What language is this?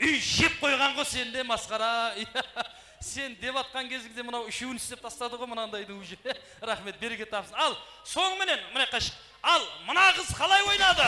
Kara-Kalpak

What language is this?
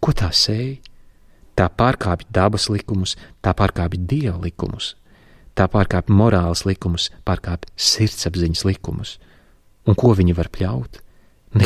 Latvian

